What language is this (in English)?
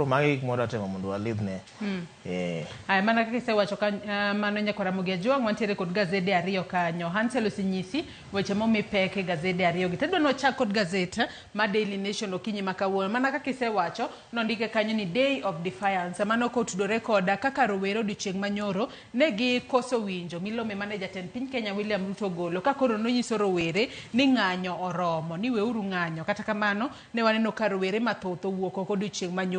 Luo (Kenya and Tanzania)